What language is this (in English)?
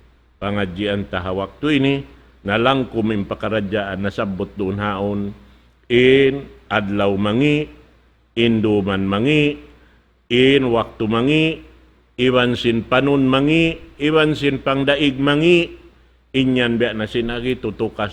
Tausug